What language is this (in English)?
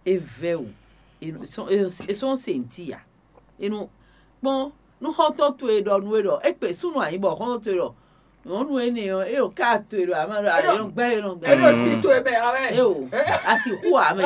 Fon